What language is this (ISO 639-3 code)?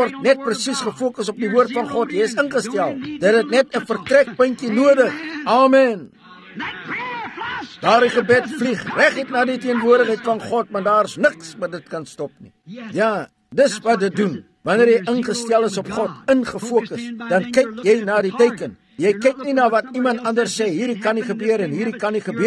afr